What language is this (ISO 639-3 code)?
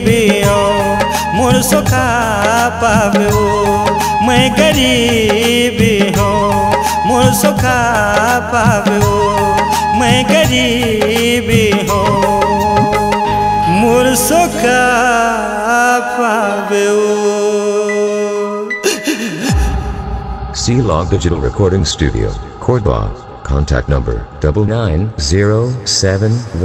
hne